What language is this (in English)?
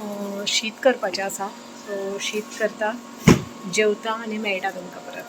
Konkani